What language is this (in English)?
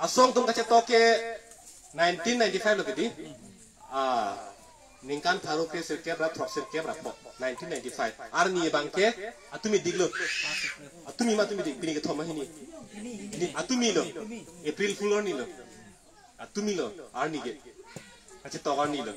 Karbi